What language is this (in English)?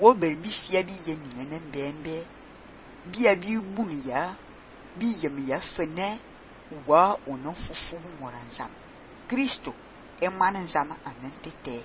Fang